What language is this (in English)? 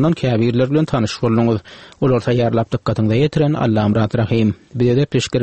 Turkmen